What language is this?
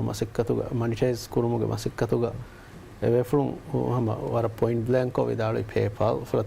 Divehi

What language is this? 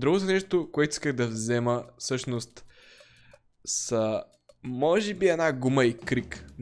Bulgarian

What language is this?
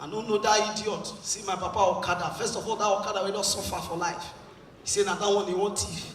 Nigerian Pidgin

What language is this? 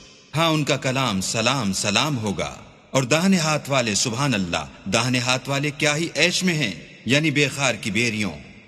Urdu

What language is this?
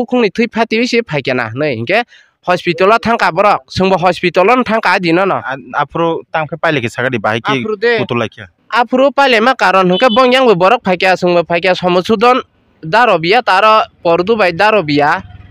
Kok Borok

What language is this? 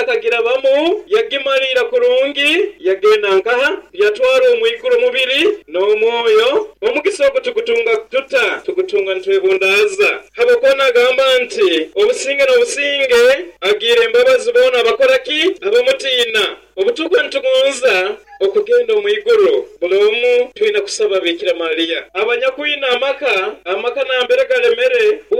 Nyoro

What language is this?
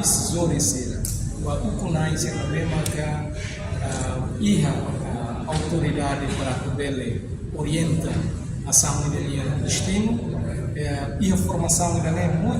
Tetum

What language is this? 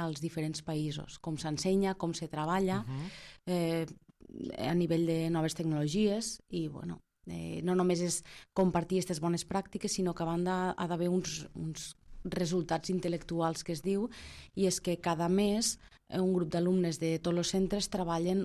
Catalan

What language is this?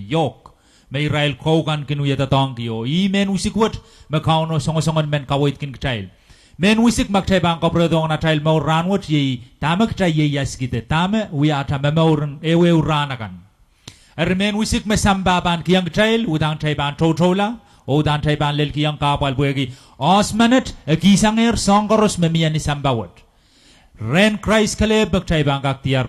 Pohnpeian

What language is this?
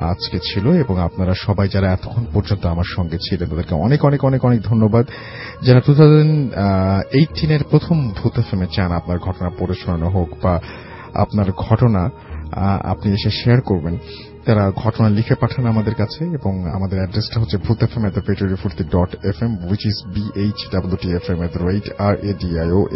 Bangla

